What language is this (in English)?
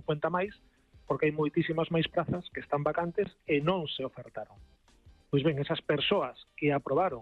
Galician